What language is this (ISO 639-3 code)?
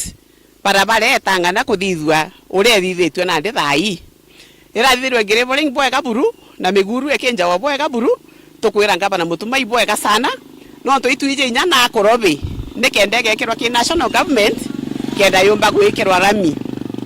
mer